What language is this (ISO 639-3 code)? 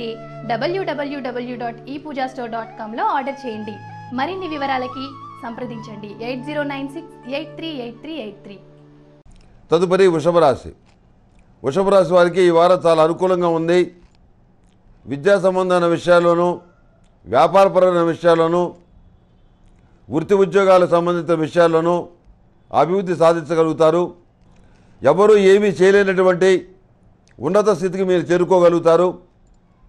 tel